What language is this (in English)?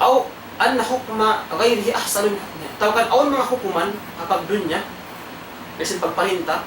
Tausug